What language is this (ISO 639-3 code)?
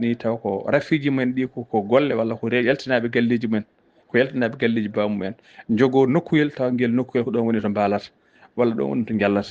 ful